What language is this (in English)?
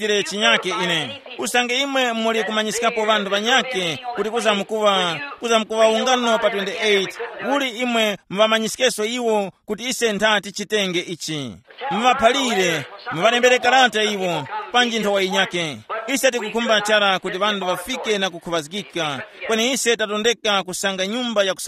Tumbuka